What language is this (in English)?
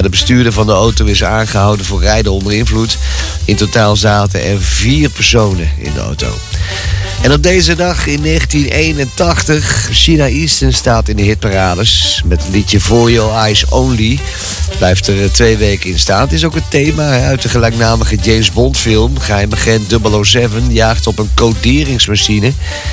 Dutch